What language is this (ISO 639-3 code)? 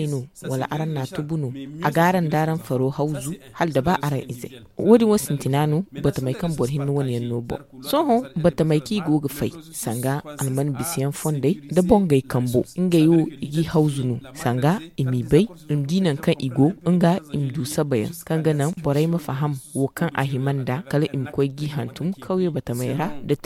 dje